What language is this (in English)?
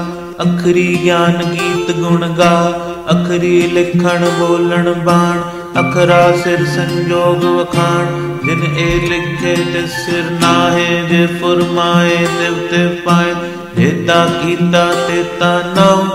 Punjabi